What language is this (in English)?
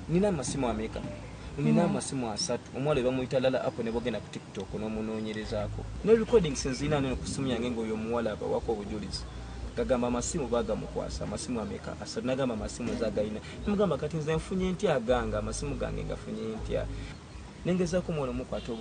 Ganda